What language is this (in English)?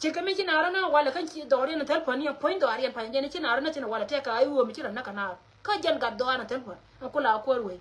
Nuer